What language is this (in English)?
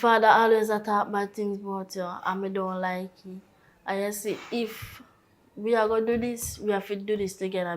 Jamaican Creole English